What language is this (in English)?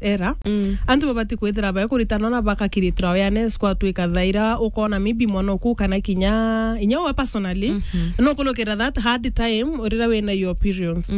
Meru